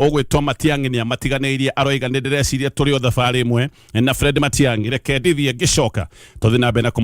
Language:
Kikuyu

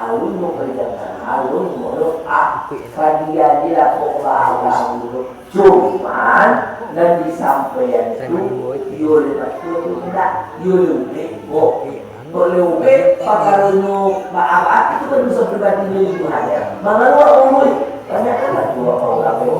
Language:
Minangkabau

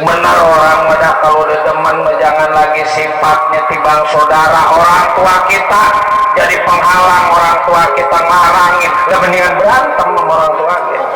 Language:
Betawi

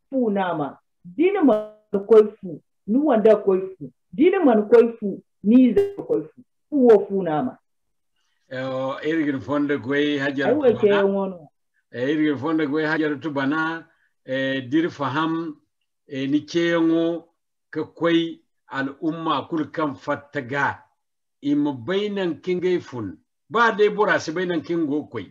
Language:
Zarma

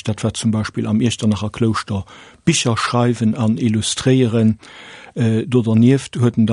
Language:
Luxembourgish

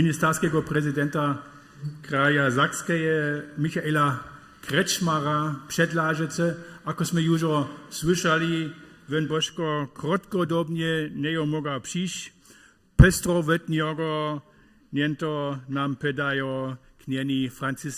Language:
Upper Sorbian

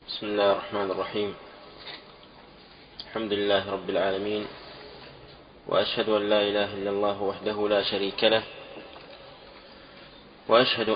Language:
Arabic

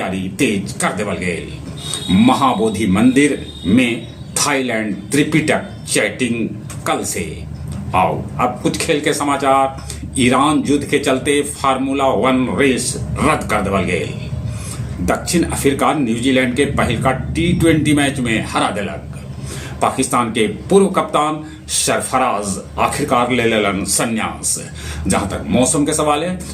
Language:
Magahi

